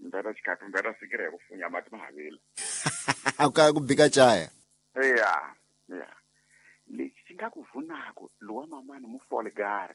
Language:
Tsonga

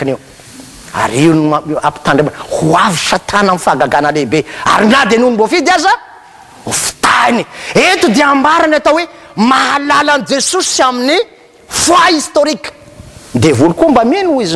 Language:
Malagasy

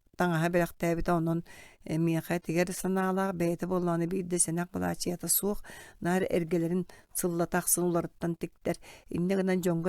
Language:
Yakut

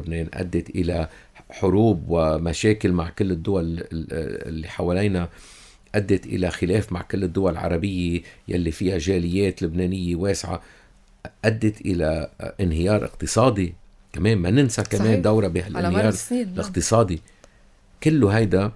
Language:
North Levantine Arabic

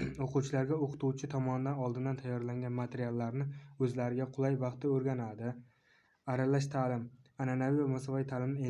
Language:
Uzbek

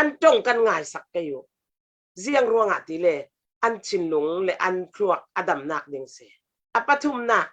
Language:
Falam Chin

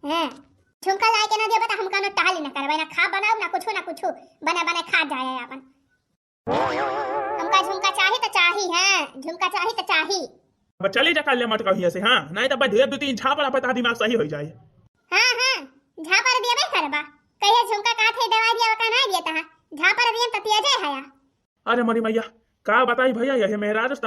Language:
Awadhi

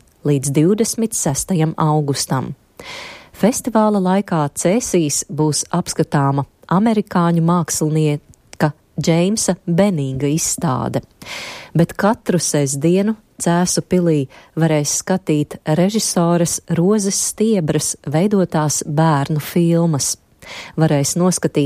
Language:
Latvian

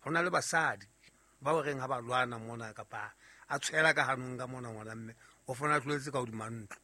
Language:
Southern Sotho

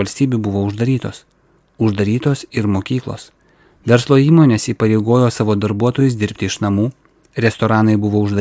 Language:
Lithuanian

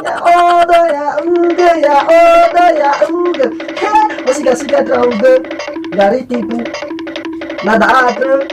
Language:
Nias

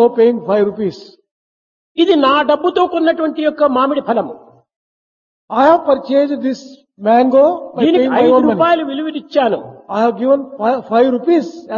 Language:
Telugu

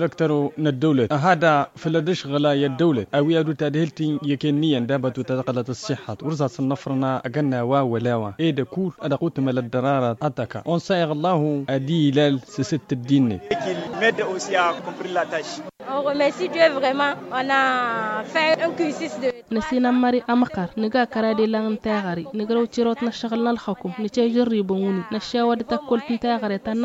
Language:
Tamasheq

